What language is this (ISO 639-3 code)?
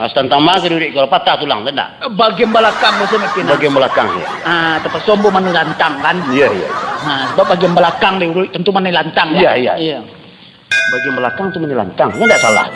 min